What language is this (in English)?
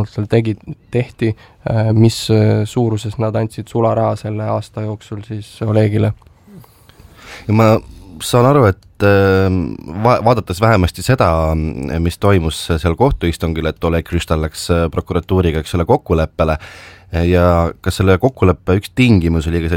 Estonian